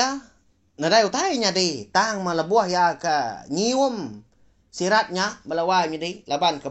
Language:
Iban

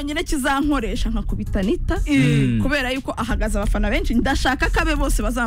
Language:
Kinyarwanda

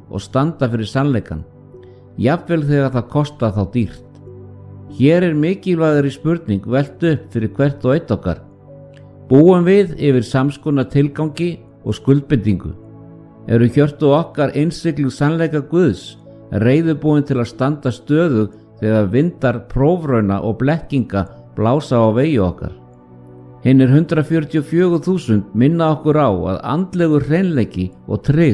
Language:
Icelandic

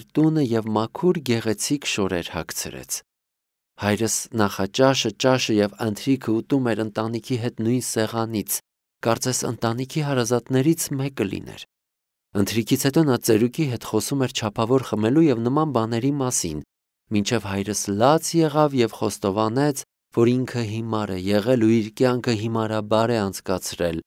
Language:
Armenian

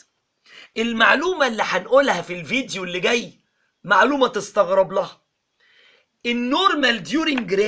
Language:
Egyptian Arabic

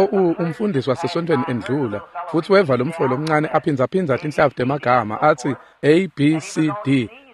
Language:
Swati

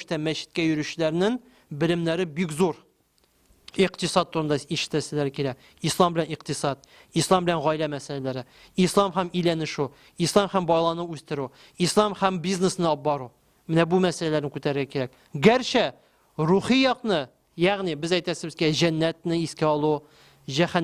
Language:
Tatar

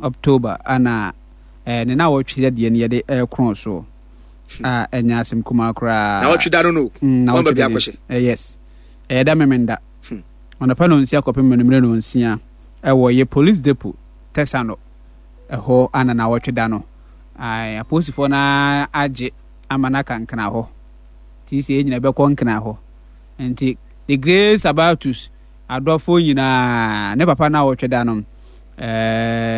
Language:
Akan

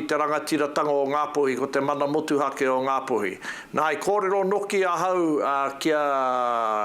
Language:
Māori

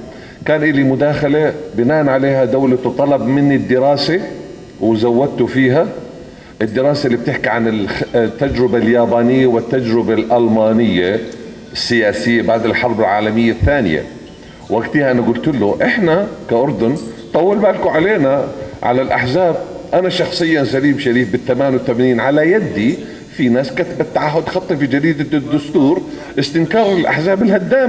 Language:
North Levantine Arabic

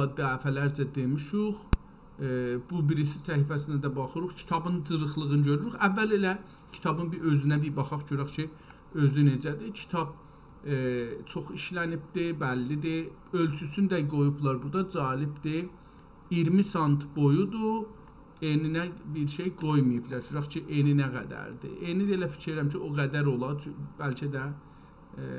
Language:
South Azerbaijani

